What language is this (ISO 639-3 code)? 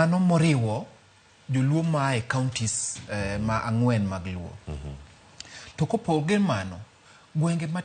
luo